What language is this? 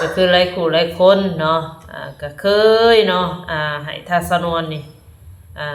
Northeastern Thai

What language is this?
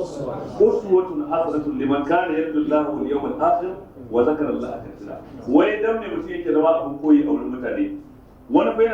Hausa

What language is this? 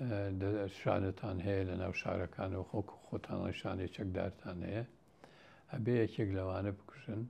Central Kurdish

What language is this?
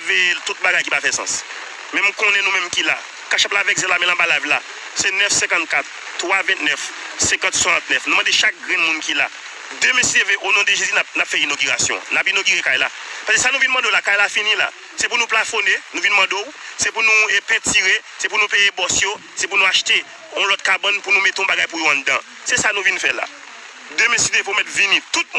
Haitian Creole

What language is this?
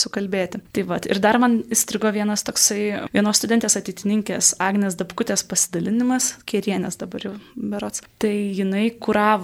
Lithuanian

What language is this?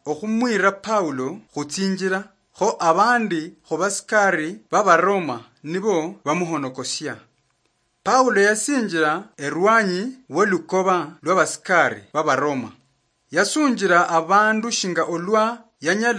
Luyia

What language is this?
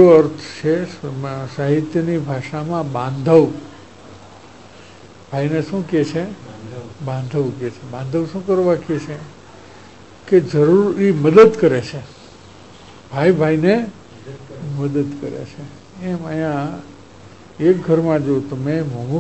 Gujarati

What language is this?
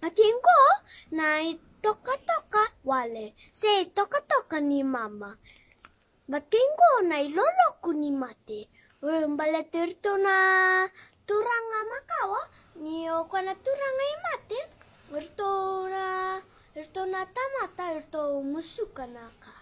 Fijian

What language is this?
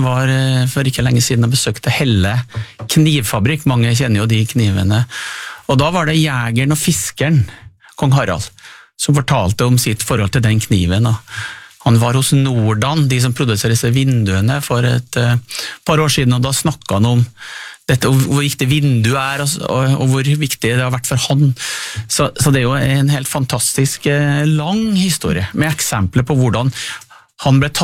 Norwegian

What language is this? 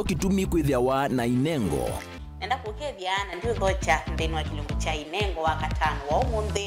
Kamba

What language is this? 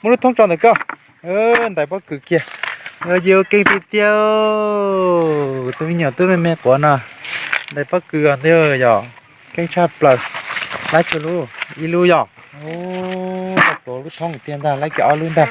Hmong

